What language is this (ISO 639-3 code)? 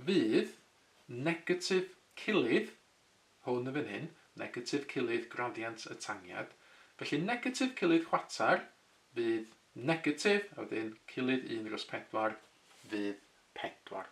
cym